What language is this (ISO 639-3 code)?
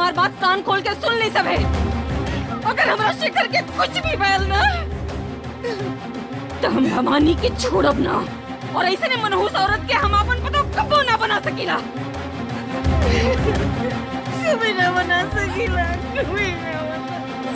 bho